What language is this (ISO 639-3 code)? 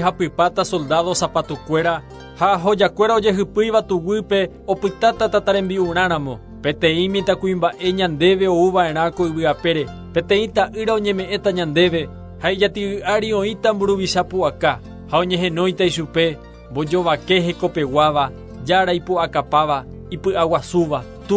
grn